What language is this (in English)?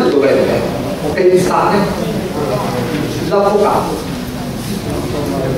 Italian